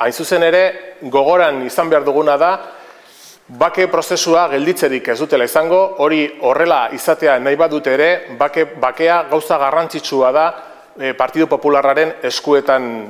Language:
Basque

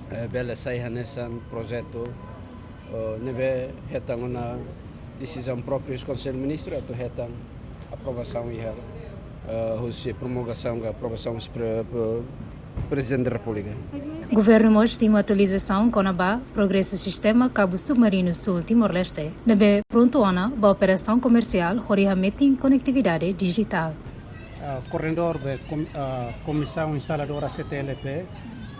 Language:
Tetum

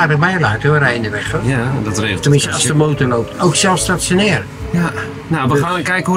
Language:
Dutch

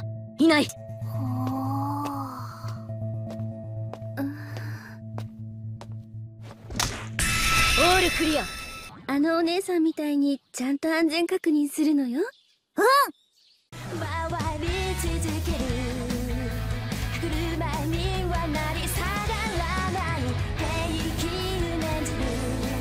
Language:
Japanese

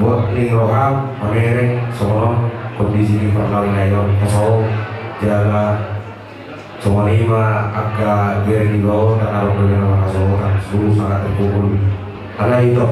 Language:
Batak Toba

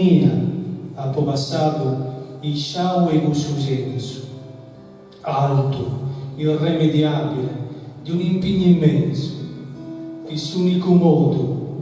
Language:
Sardinian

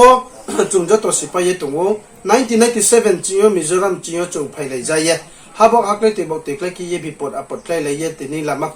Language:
Riang (India)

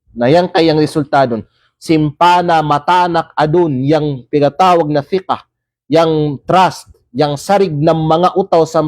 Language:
Kalagan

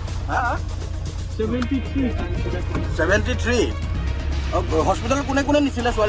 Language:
Karbi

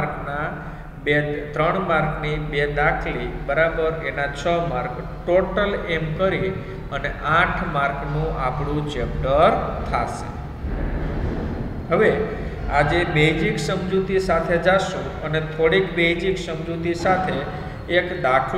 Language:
Gujarati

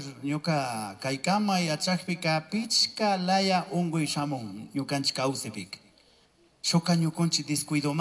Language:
Chimborazo Highland Quichua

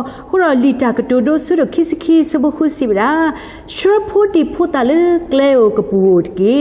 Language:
S'gaw Karen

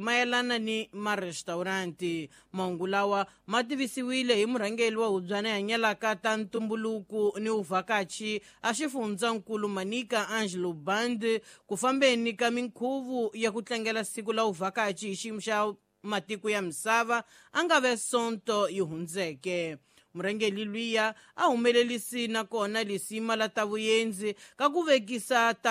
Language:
Tsonga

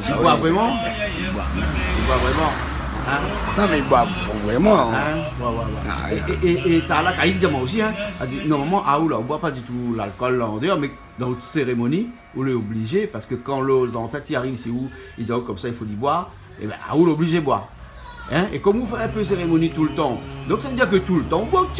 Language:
Réunion Creole French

